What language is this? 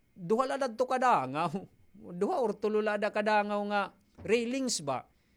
Waray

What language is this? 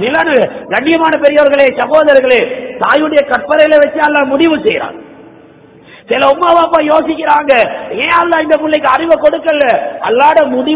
Tamil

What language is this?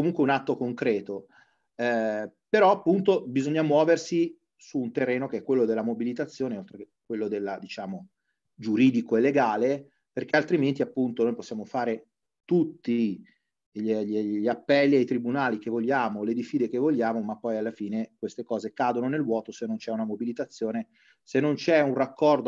Italian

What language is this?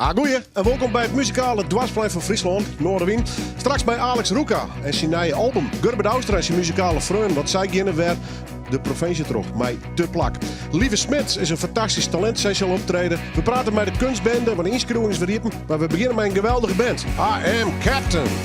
Western Frisian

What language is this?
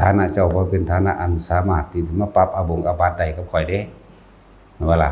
Northeastern Thai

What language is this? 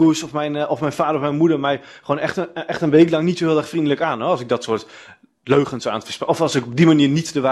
Dutch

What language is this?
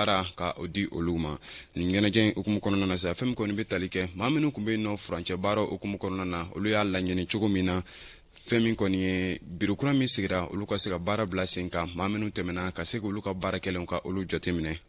Bambara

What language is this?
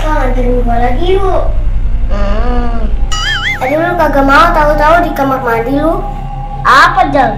Betawi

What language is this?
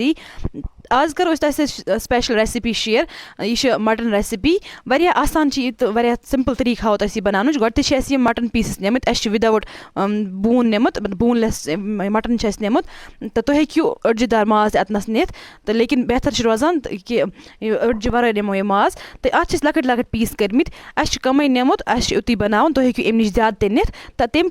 Kashmiri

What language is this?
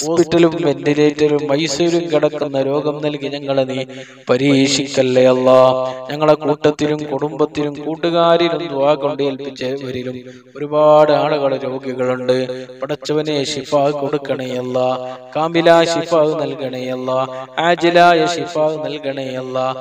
Malayalam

